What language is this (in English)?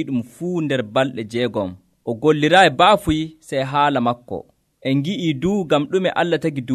Nigerian Fulfulde